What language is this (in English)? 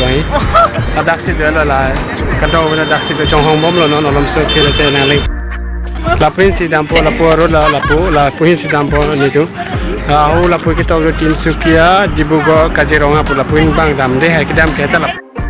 Karbi